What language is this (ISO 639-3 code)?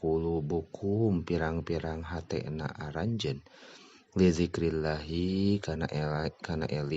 sun